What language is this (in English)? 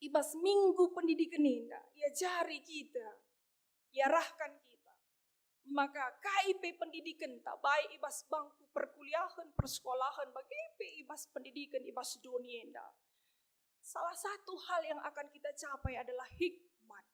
Batak Karo